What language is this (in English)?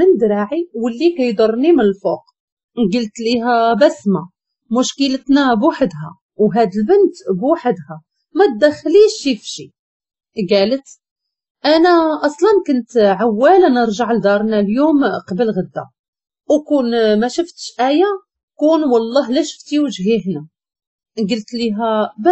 Moroccan Arabic